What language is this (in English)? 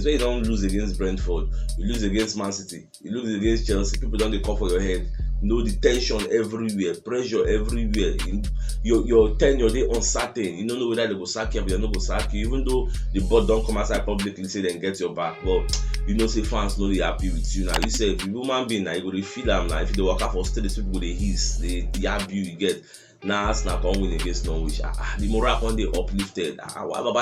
Nigerian Pidgin